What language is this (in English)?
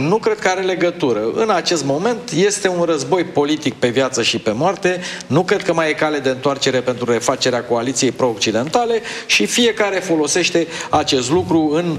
Romanian